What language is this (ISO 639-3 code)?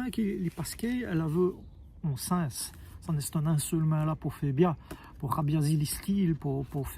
wln